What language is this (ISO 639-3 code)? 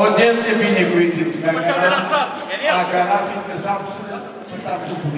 ron